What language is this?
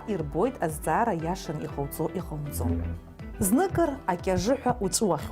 Abkhazian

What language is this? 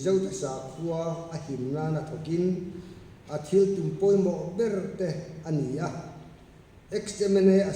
Mizo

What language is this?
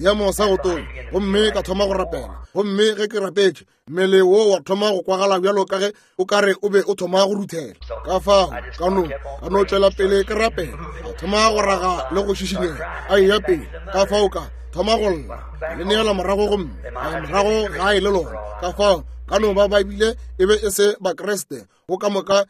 Northern Sotho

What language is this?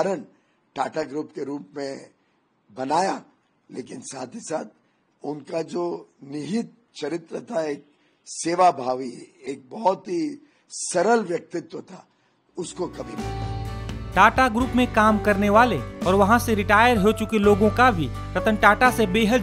Hindi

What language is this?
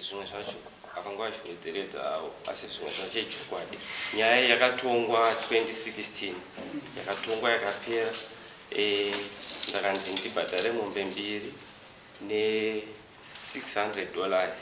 Shona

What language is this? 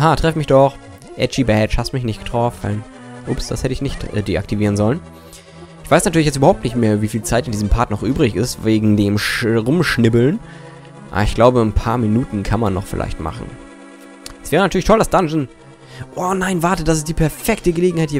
German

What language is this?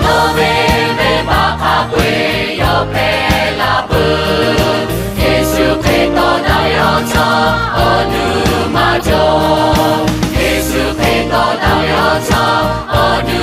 Lahu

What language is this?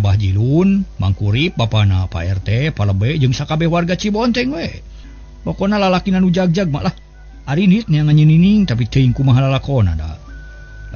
Sundanese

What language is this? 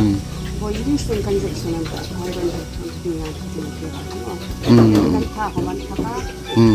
Hmar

